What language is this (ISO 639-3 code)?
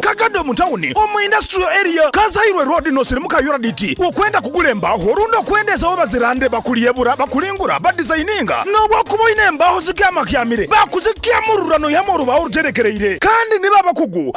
nyn